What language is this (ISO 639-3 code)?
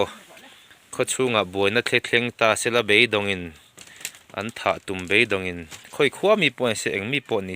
lus